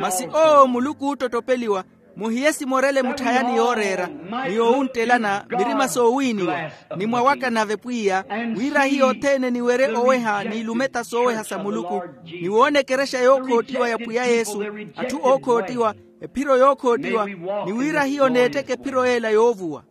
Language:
Makhuwa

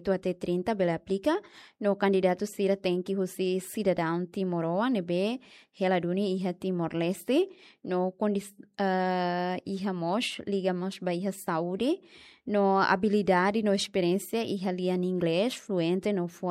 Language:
Tetum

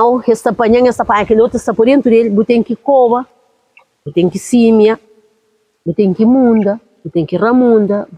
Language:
Kabuverdianu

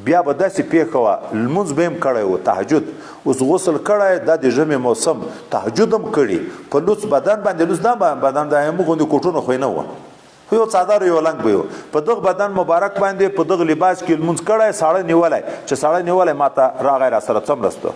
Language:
Pashto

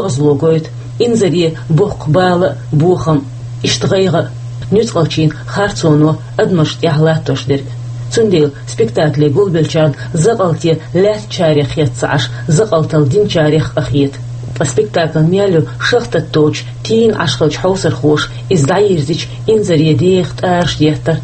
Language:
Chechen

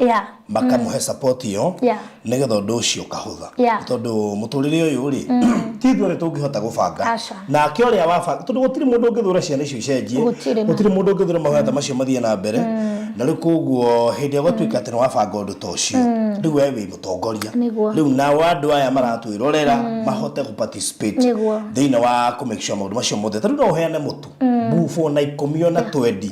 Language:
Kikuyu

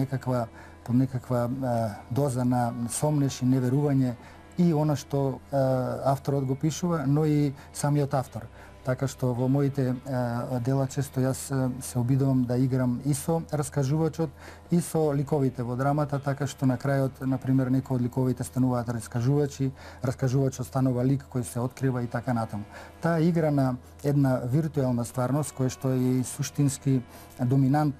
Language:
Macedonian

